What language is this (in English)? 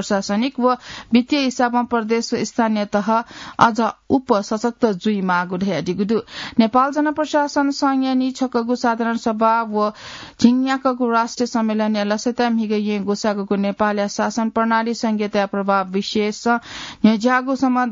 Newari